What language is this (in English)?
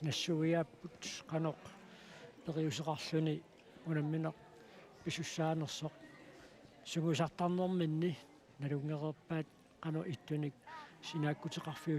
Kalaallisut